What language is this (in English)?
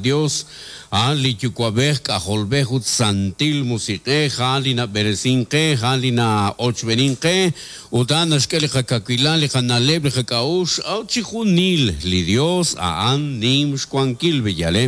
Kekchí